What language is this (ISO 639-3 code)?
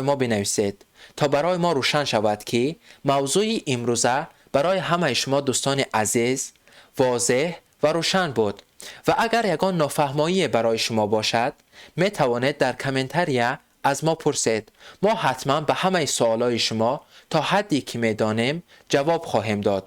tgk